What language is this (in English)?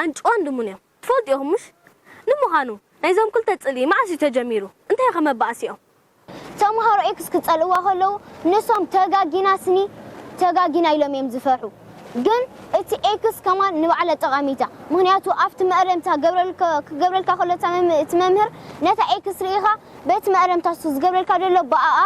Tigrinya